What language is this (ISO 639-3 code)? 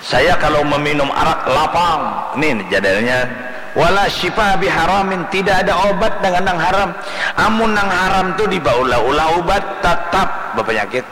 bjn